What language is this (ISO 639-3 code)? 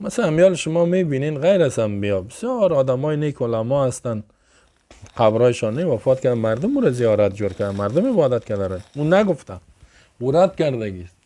fas